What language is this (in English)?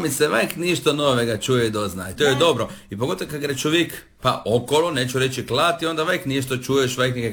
Croatian